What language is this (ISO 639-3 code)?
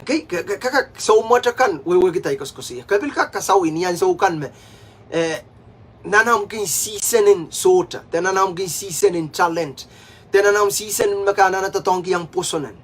pon